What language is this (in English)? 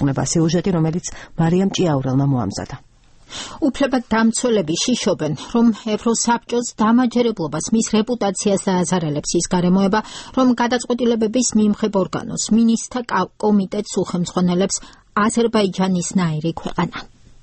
Georgian